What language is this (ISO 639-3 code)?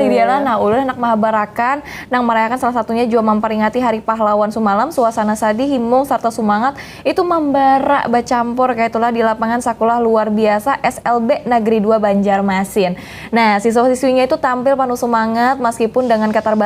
bjn